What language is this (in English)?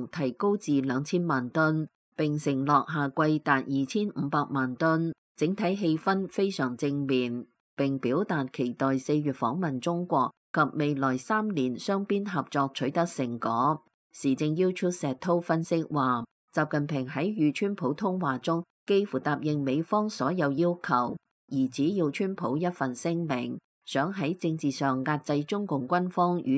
Cantonese